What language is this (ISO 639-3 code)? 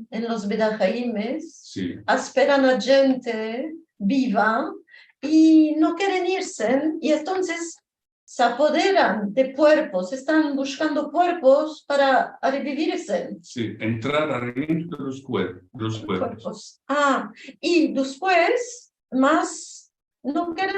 lad